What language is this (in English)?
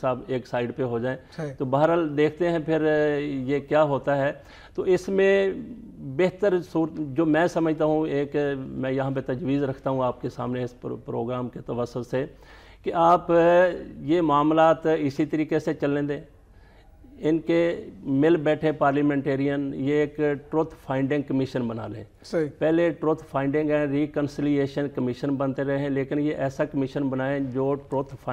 Urdu